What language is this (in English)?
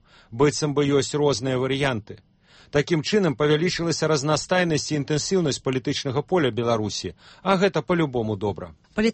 Belarusian